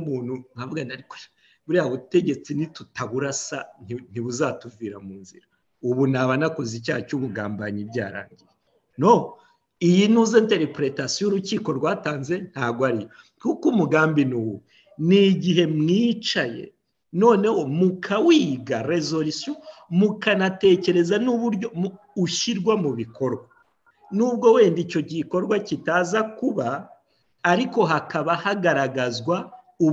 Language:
Kinyarwanda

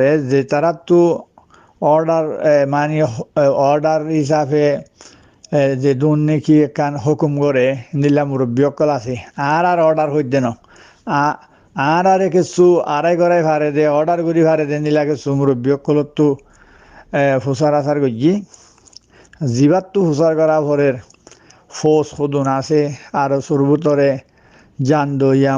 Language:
Rohingya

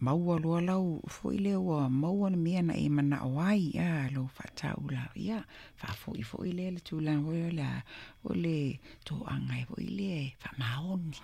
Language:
Samoan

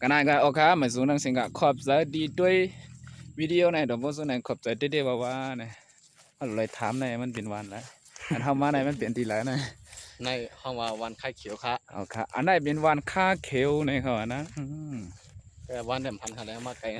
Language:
Shan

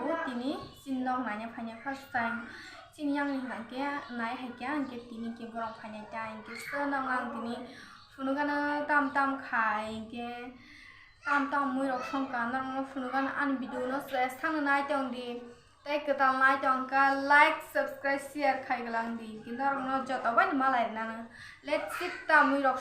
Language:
Kok Borok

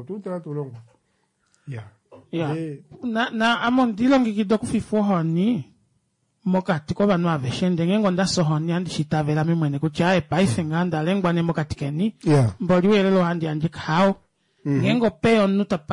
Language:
Kuanyama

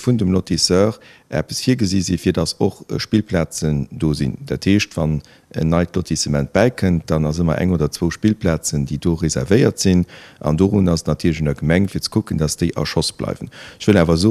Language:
Luxembourgish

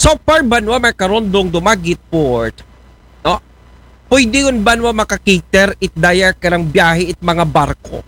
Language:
Aklanon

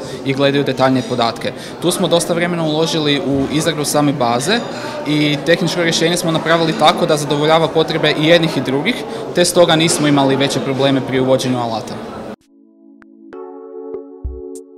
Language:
Croatian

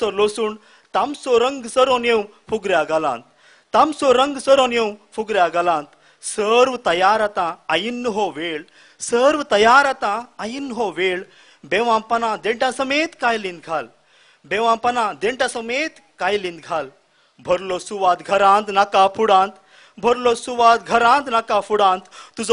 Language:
Konkani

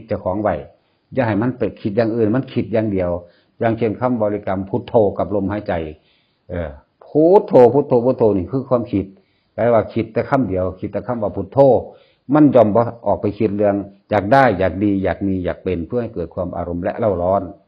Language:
Northeastern Thai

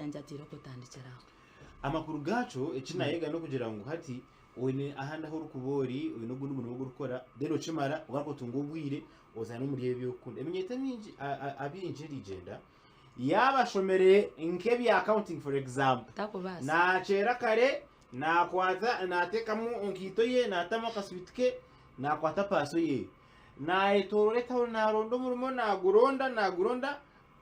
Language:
Nyankole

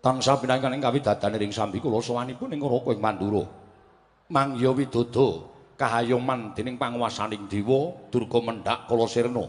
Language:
Javanese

